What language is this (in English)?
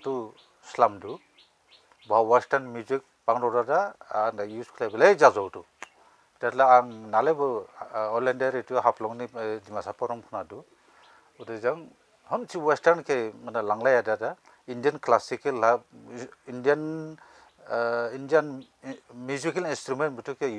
Dimasa